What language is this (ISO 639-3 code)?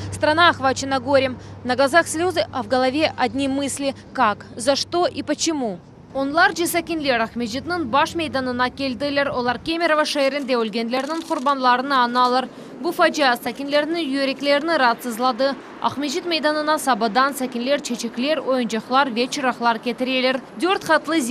crh